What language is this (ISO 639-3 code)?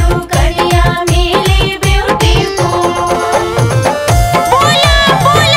bho